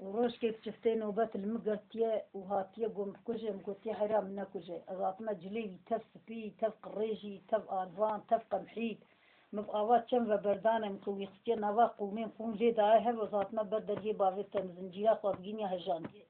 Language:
Kurdish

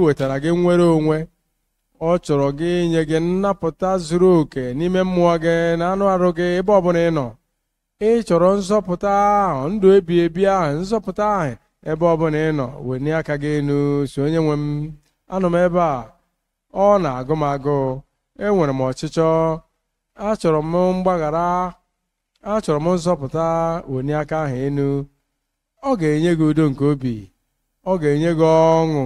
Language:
Igbo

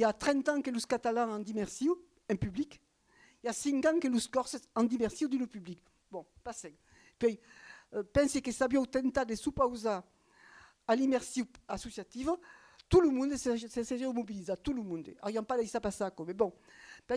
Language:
Occitan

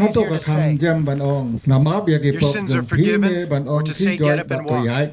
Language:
Khasi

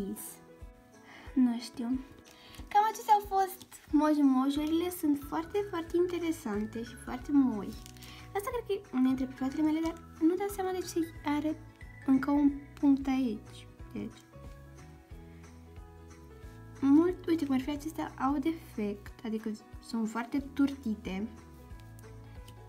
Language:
Romanian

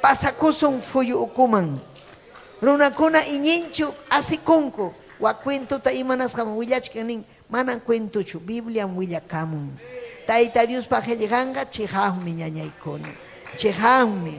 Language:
Ayacucho Quechua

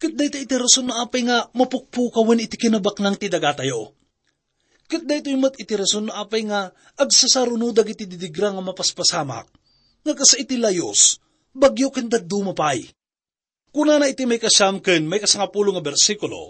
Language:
Iloko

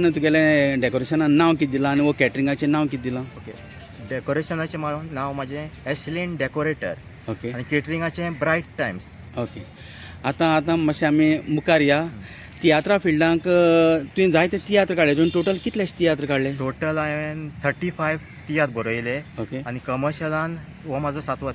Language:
Konkani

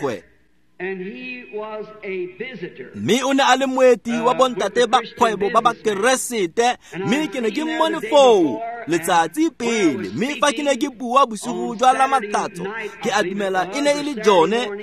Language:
Tswana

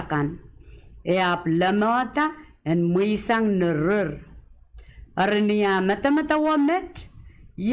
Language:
Pohnpeian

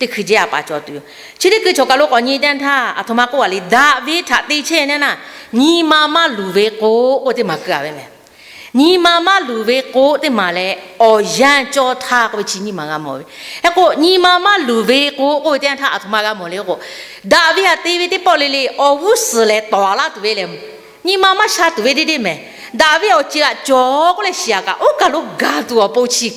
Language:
Lahu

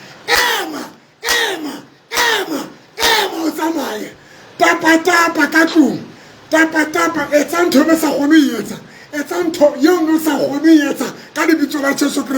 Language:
Southern Sotho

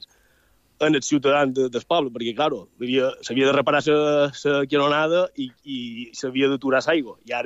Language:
Catalan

